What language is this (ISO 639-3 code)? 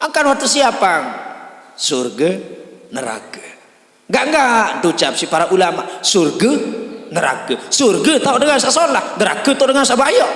sas